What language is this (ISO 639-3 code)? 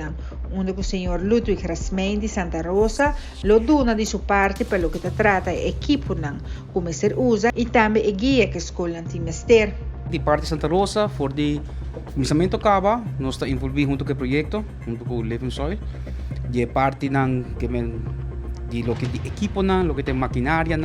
pap